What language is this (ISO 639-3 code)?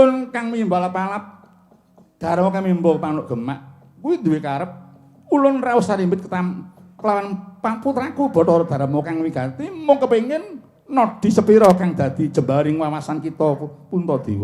jav